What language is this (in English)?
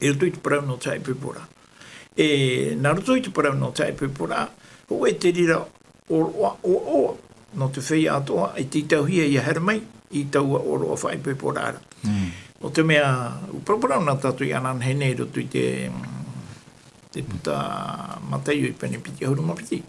Tahitian